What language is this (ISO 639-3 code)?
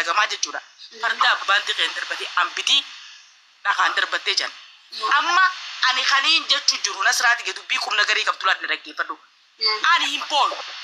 orm